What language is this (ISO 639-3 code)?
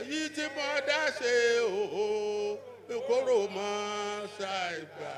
yor